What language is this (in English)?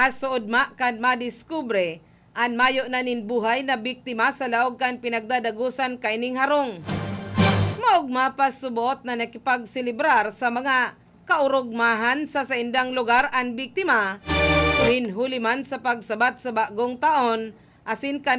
Bikol